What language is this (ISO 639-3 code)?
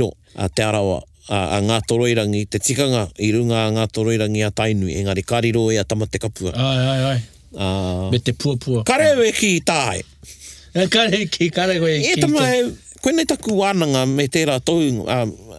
mri